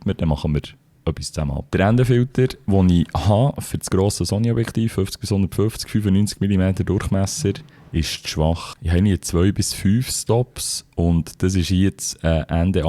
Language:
Swiss German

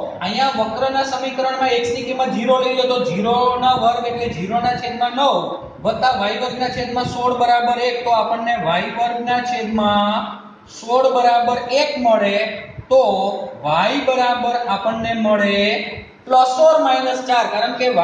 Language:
Gujarati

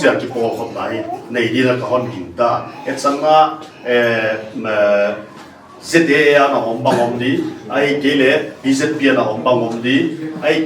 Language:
Paite Chin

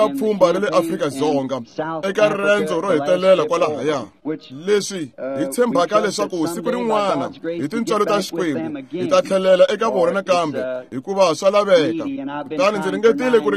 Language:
Tsonga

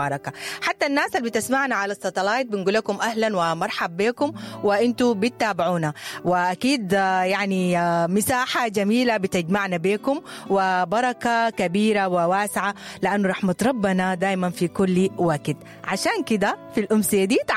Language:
Sudanese Arabic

